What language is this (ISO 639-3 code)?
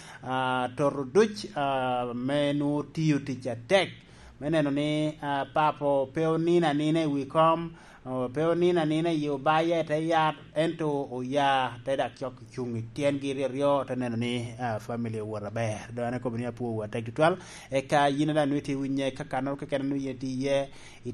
laj